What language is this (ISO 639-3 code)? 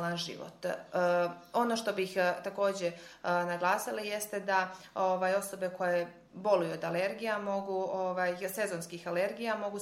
srp